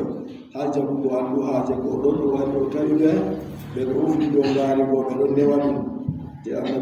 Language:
Adamawa Fulfulde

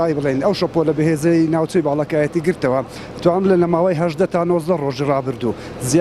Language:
Central Kurdish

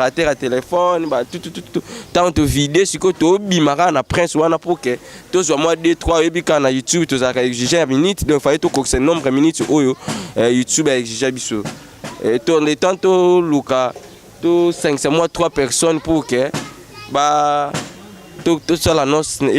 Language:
Lingala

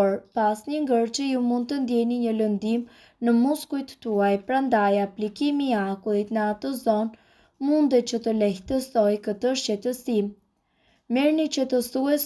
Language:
Albanian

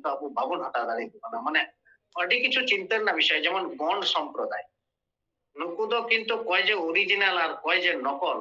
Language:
Santali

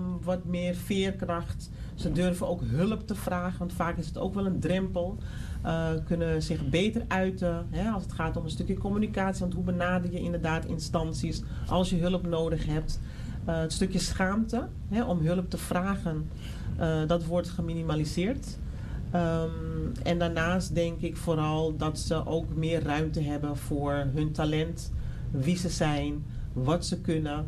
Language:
Dutch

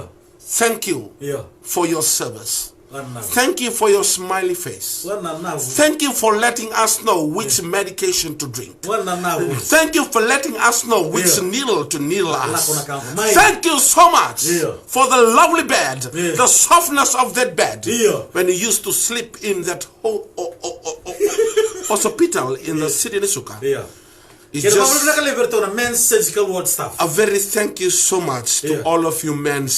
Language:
Fijian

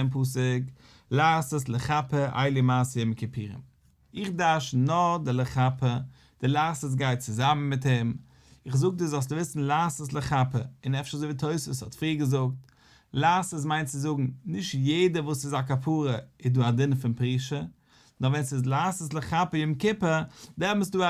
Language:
Yiddish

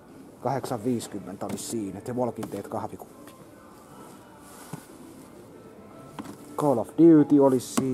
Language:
Finnish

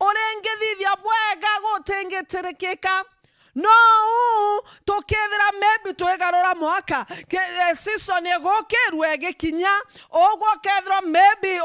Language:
Meru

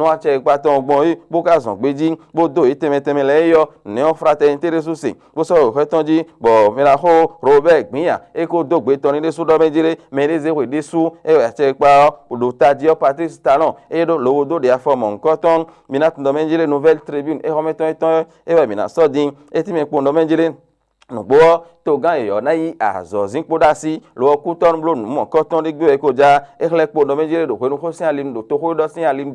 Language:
Fon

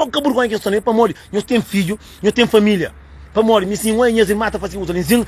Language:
Kabuverdianu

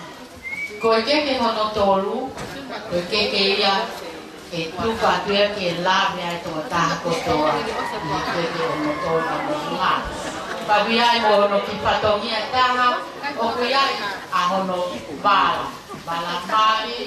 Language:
Tongan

